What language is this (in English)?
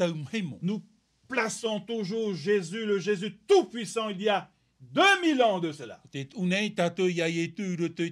Tahitian